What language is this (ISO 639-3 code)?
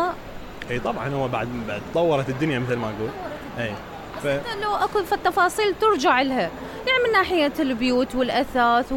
acm